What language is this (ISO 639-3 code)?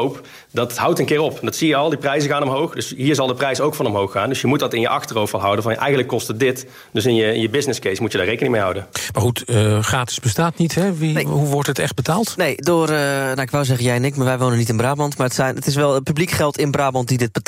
nld